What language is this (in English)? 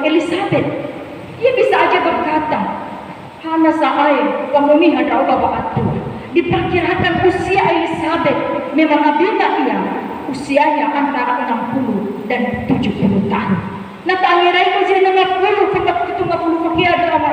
Nias